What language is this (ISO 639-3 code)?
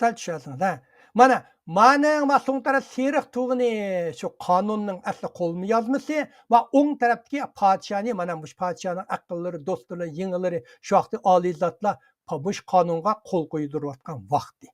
uig